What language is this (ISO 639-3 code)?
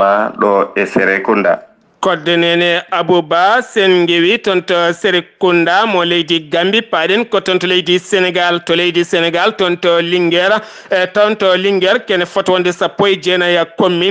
ful